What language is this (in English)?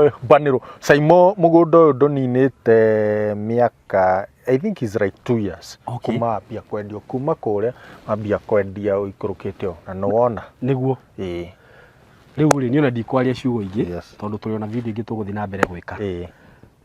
Kikuyu